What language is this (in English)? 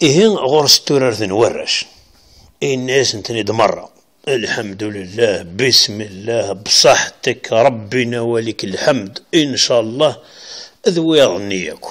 Kabyle